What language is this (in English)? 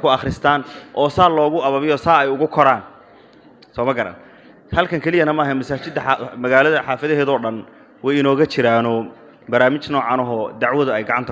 Somali